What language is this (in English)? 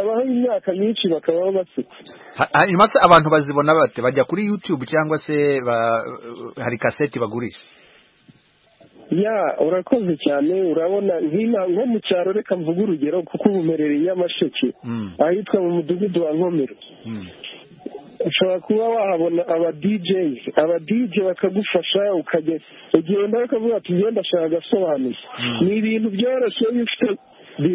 Kinyarwanda